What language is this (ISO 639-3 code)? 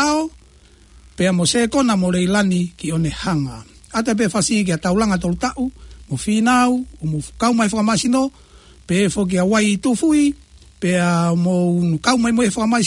ton